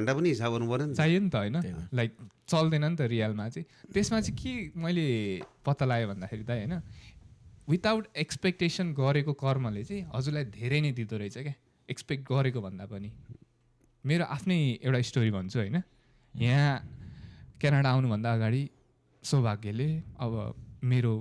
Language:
Nepali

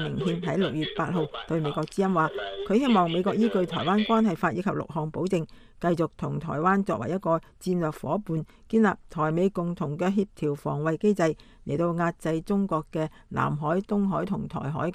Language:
Cantonese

